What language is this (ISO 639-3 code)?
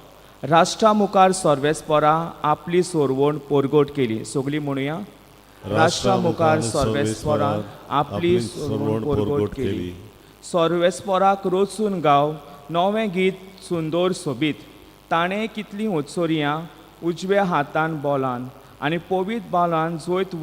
kok